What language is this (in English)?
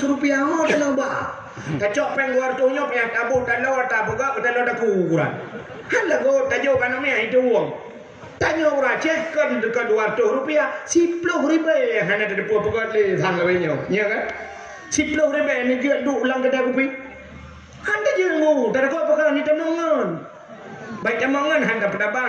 Achinese